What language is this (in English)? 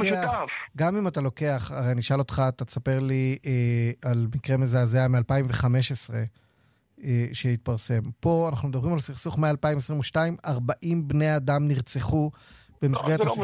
Hebrew